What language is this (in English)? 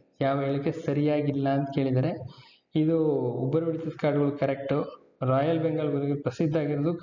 Kannada